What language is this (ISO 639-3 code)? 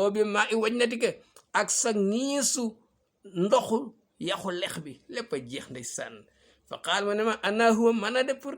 wol